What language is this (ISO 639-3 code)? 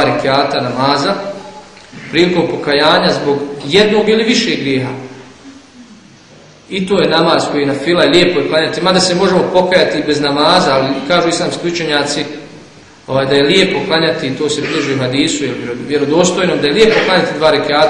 bos